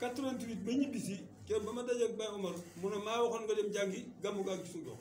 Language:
Wolof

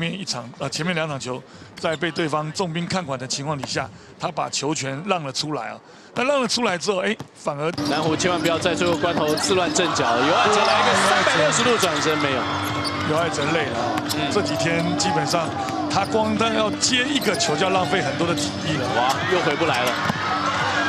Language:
Chinese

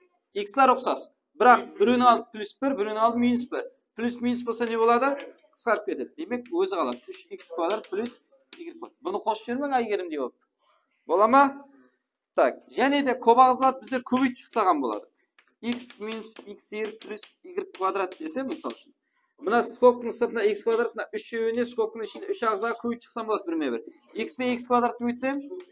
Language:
Kara-Kalpak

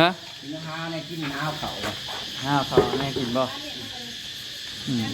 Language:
Northeastern Thai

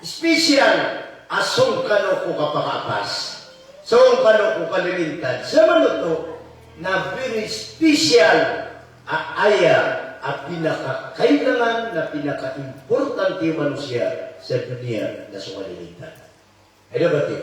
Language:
Maranao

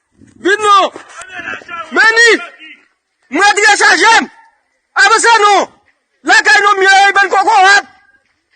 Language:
Haitian Creole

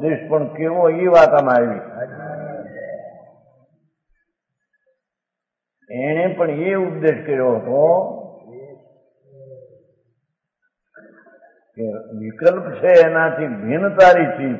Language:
Gujarati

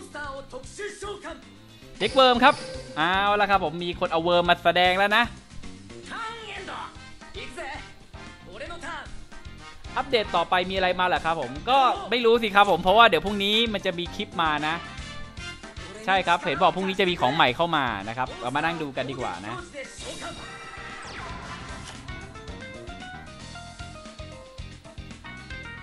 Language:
Thai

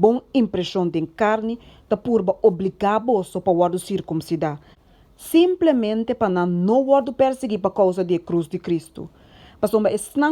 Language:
Papiamento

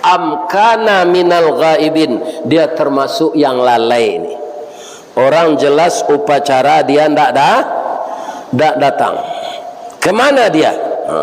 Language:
Minangkabau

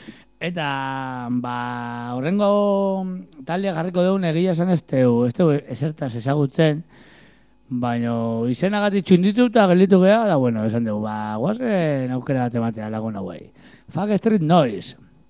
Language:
Basque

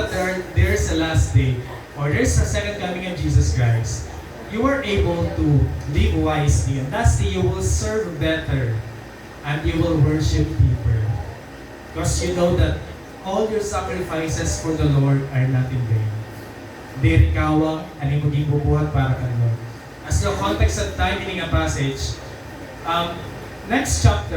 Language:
Waray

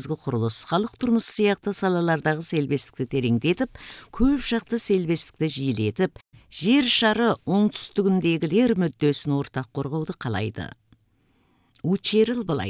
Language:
Kazakh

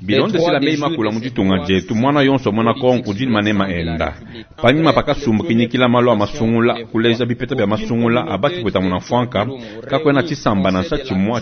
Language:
Luba-Lulua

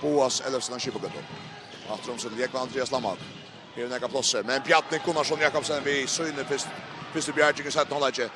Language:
Faroese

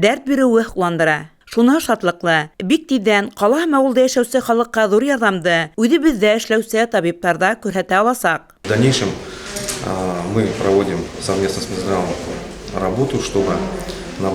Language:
Bashkir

